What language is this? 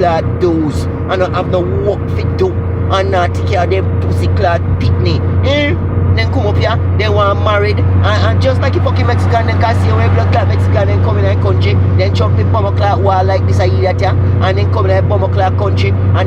Jamaican Creole English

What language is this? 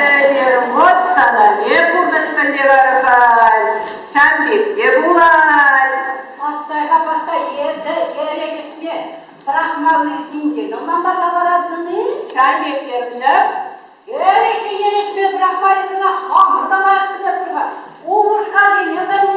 Chuvash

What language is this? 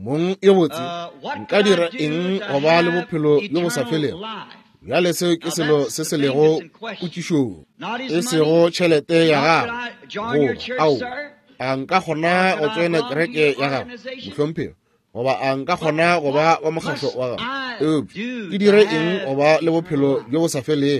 Northern Sotho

